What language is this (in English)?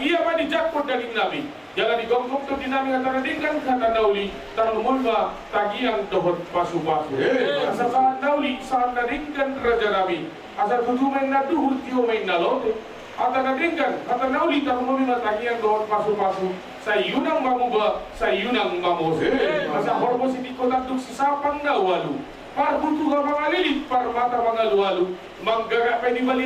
Batak Toba